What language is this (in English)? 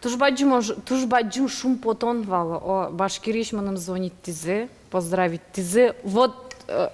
Udmurt